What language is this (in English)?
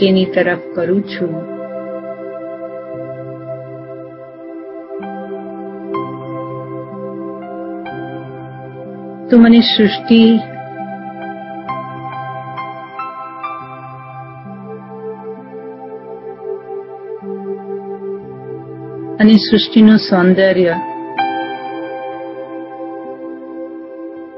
Gujarati